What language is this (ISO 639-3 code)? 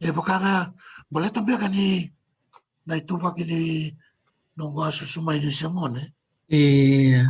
fij